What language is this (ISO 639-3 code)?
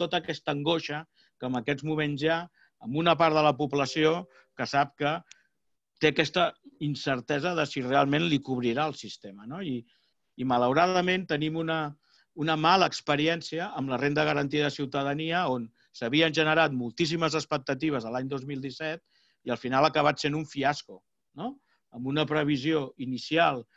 cat